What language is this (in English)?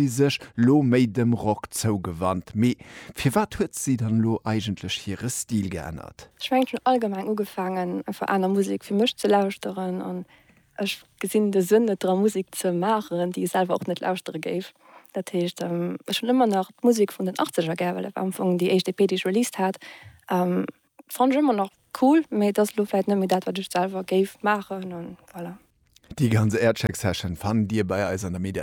Luxembourgish